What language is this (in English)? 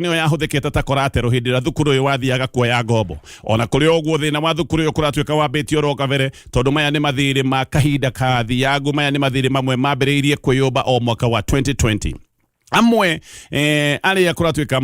Kikuyu